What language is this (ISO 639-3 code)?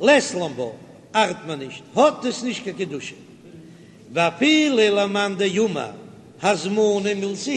yid